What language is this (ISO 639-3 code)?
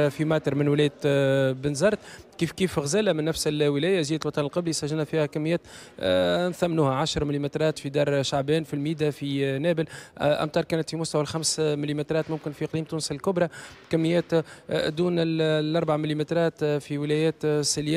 aeb